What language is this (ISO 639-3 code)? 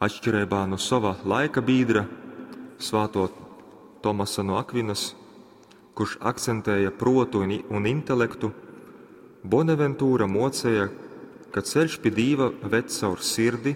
ltg